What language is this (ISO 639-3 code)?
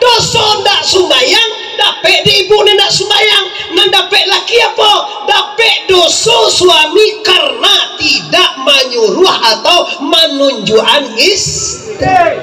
min